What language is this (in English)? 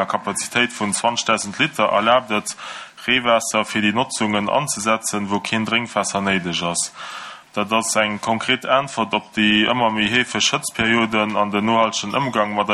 Luxembourgish